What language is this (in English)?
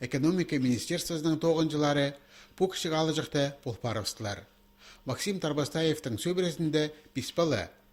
Khakas